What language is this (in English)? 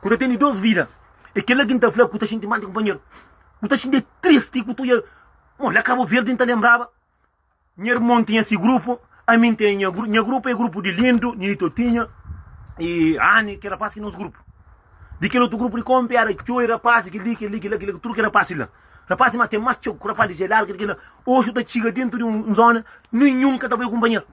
Kabuverdianu